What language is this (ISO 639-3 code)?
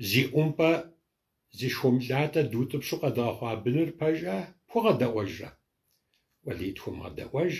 kbd